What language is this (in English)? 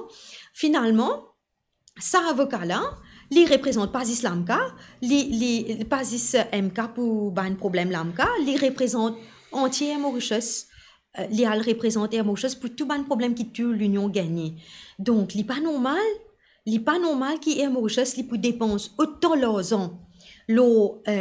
Morisyen